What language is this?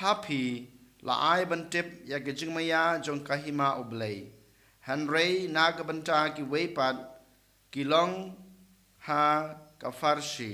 Khasi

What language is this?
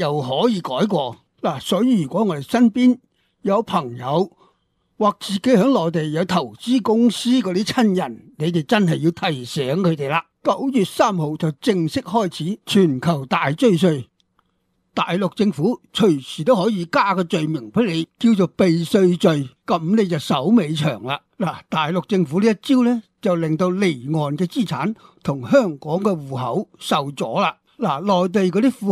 Cantonese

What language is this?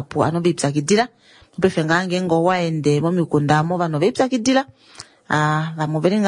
Kuanyama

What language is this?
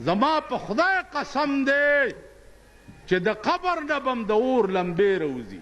Pashto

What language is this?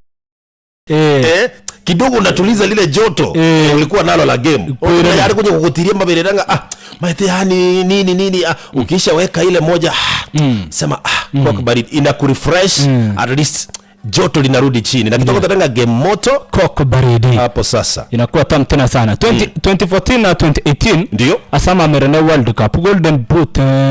Gusii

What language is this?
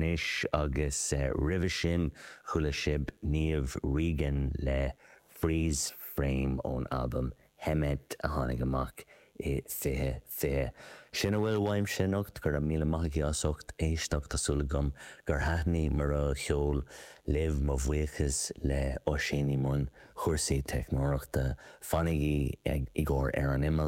Irish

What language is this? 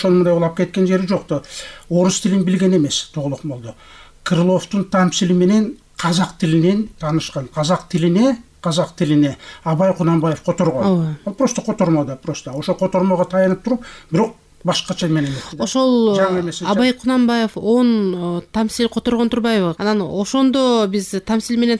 Kyrgyz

